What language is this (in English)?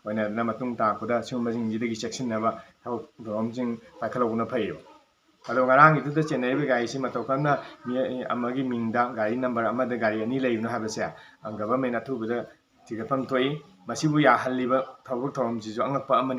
Manipuri